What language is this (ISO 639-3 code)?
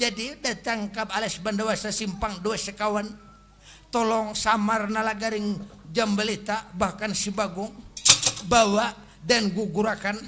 bjn